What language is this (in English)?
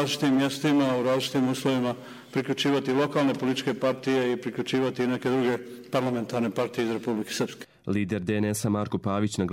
Croatian